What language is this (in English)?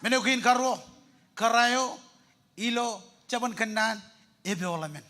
Marshallese